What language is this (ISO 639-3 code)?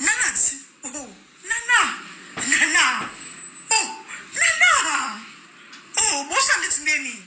lin